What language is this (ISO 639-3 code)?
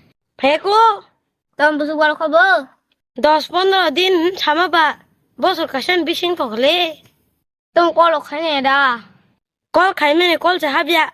trp